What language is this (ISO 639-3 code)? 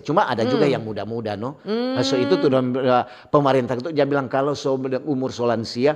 xmm